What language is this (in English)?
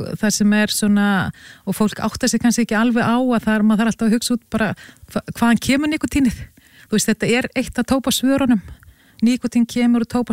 Icelandic